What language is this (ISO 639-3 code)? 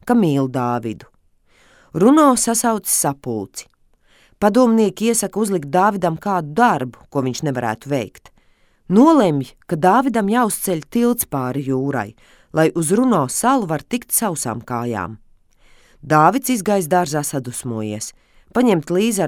lav